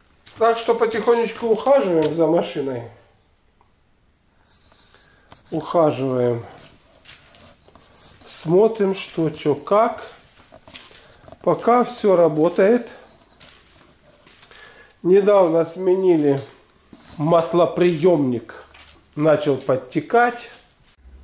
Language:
Russian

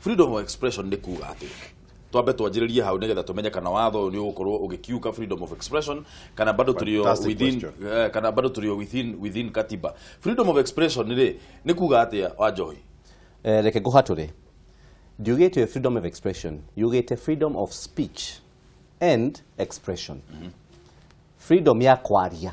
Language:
Kikuyu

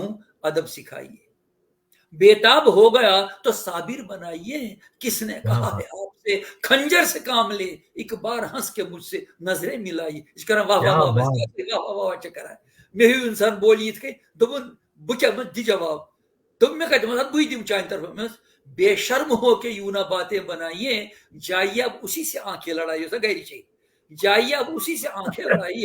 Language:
Kashmiri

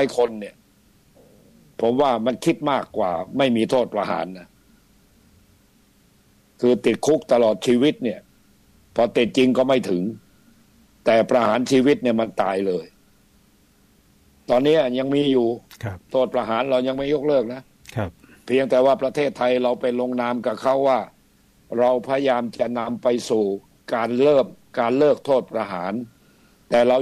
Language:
Thai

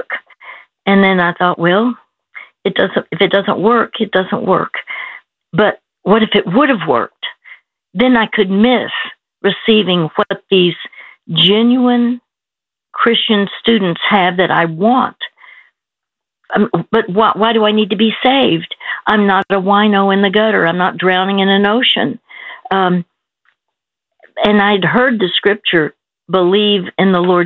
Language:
English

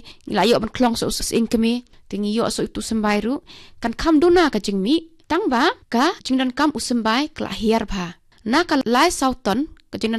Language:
Khasi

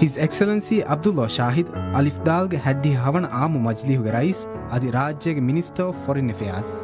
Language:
Divehi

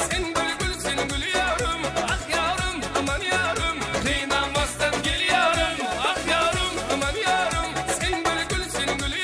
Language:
Kara-Kalpak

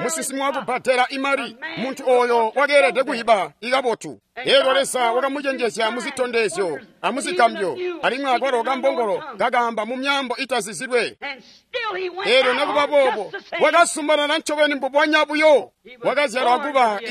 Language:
Tonga (Zambia)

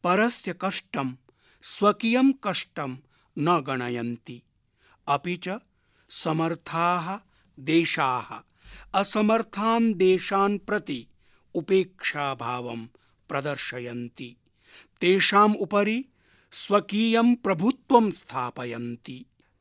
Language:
Sanskrit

